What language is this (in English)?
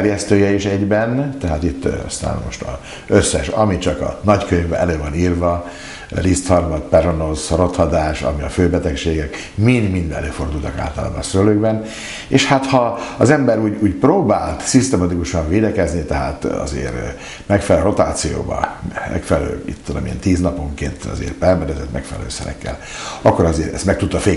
Hungarian